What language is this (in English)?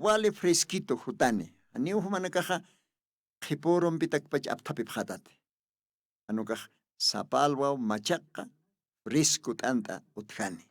Aymara